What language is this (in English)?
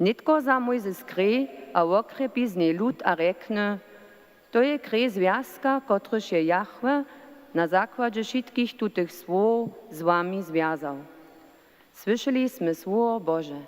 Upper Sorbian